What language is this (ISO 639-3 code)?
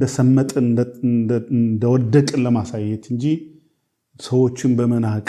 amh